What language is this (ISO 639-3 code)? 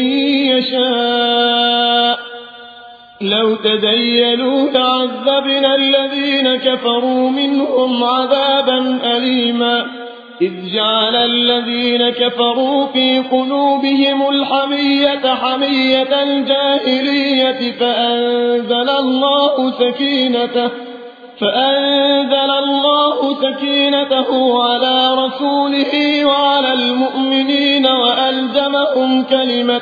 ara